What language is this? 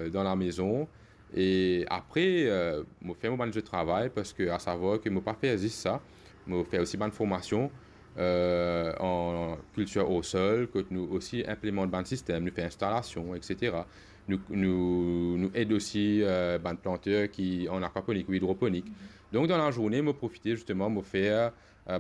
Morisyen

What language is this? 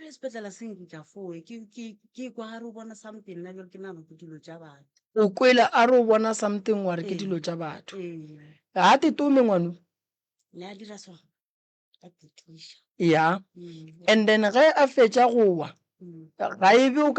Northern Sotho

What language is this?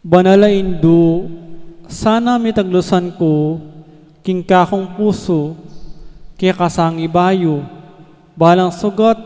Pampanga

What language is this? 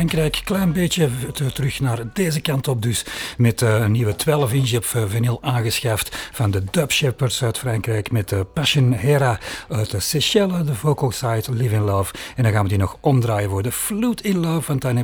Dutch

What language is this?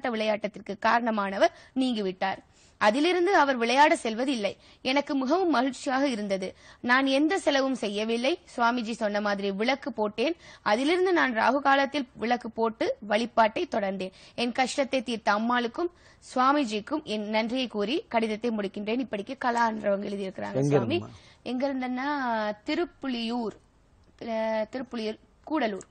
Tamil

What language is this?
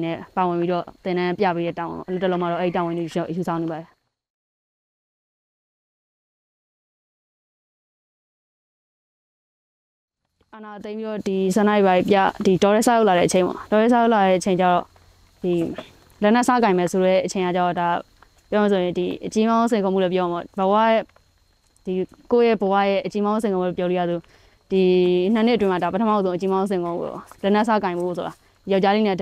Burmese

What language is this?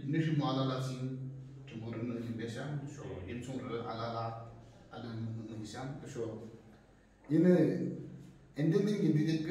Naga Pidgin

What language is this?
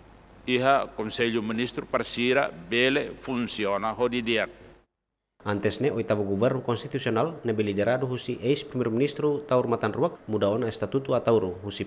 Tetum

